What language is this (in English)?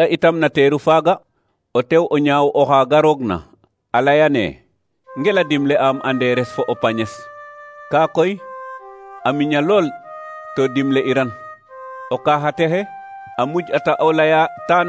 Serer